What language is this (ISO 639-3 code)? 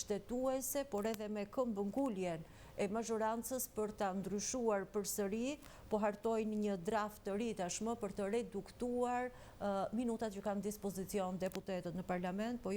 sqi